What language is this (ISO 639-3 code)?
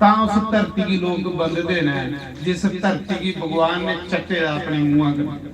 doi